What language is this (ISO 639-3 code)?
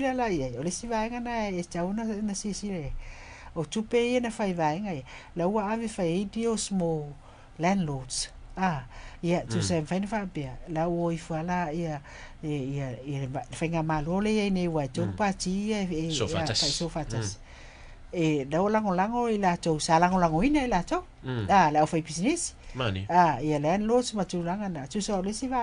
smo